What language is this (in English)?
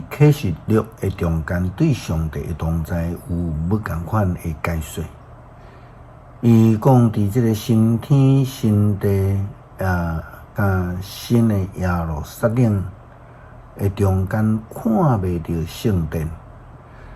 Min Nan Chinese